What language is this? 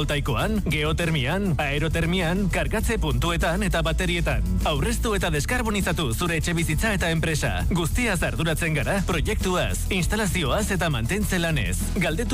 Basque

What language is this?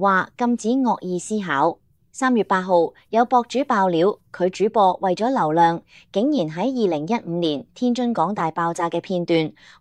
Cantonese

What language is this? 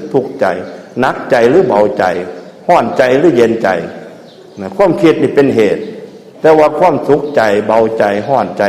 Northeastern Thai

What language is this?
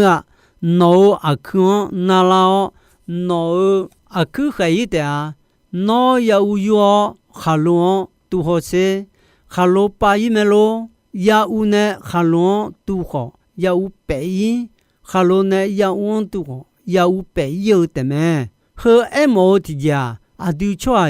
Akha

